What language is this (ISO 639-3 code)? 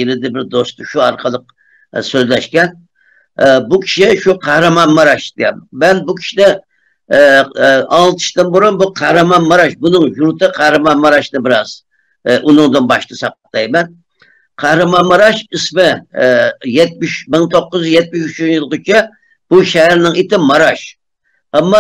uig